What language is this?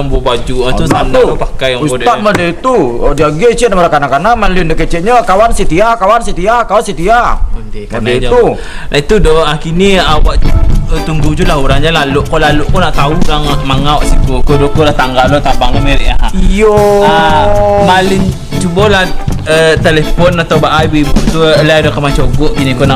Minangkabau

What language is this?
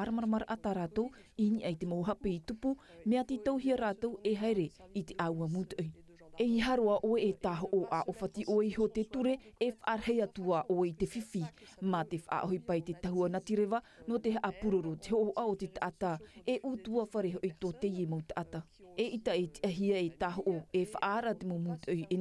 Tahitian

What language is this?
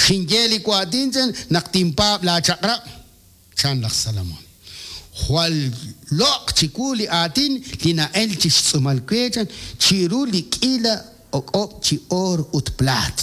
Kekchí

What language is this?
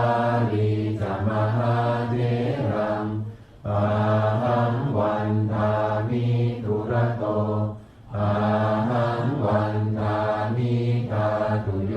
Pali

